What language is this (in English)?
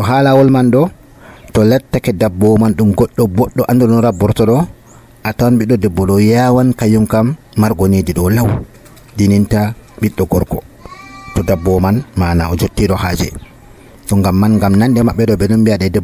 Nigerian Fulfulde